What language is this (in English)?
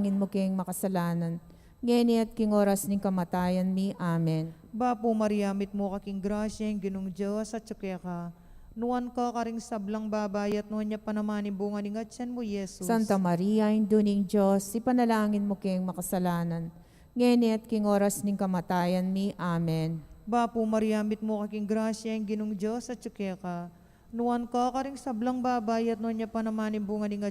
Pampanga